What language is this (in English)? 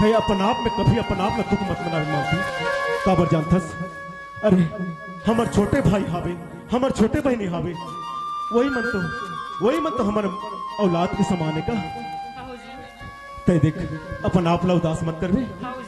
Chhattisgarhi